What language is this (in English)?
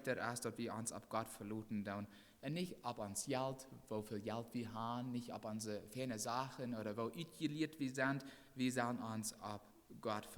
Plautdietsch